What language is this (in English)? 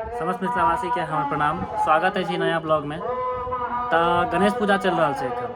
Maithili